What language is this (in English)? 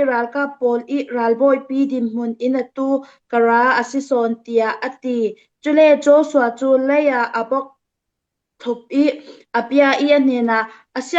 Falam Chin